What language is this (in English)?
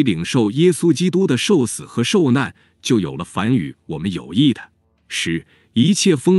Chinese